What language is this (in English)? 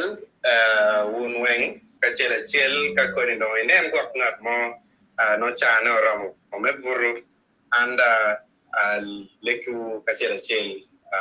Acoli